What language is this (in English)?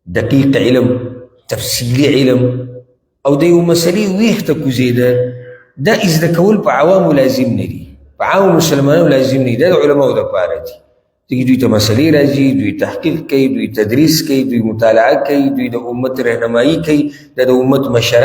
Pashto